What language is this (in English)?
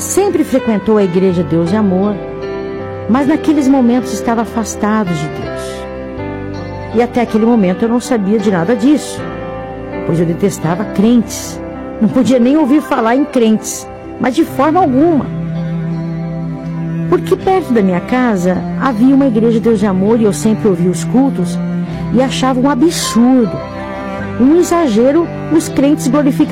Portuguese